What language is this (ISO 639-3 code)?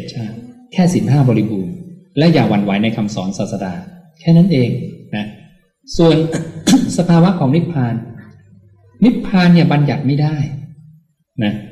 tha